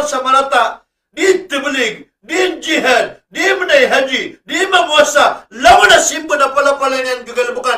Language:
Maranao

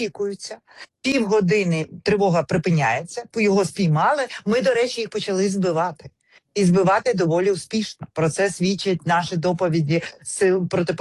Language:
Ukrainian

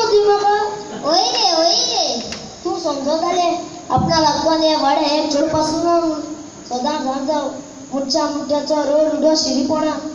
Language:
Konkani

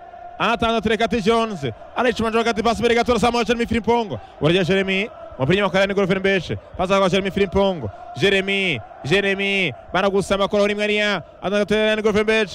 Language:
Kinyarwanda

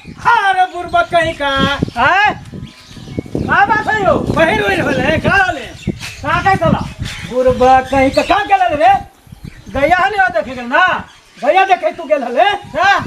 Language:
Magahi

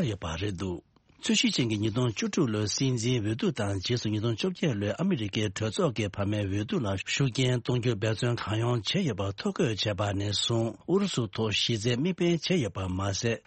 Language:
Tibetan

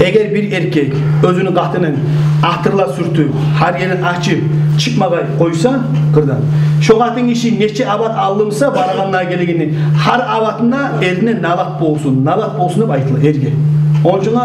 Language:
Kumyk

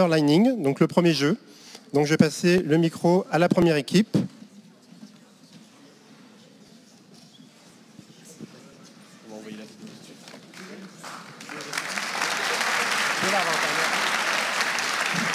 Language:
French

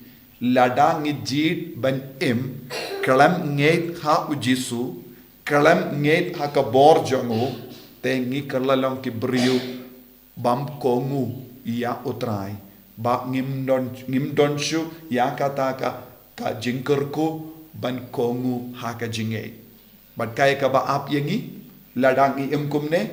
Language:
Khasi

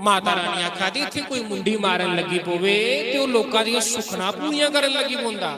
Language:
Dogri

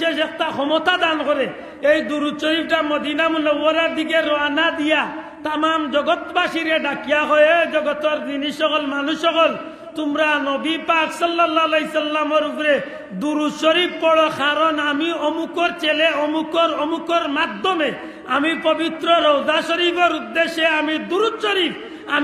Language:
Sylheti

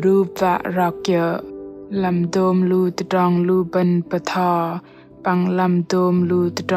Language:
Bahnar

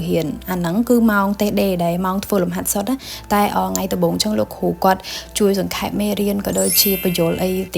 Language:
Khmer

